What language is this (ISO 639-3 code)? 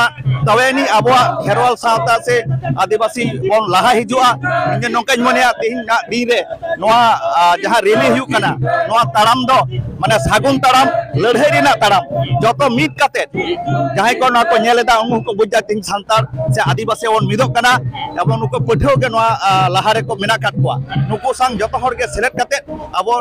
sat